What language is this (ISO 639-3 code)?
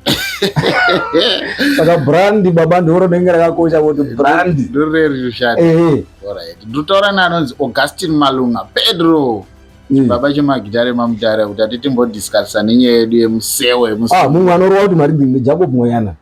sna